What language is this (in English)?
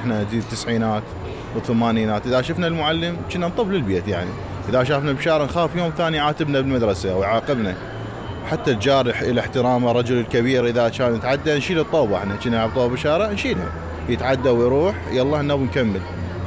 Mesopotamian Arabic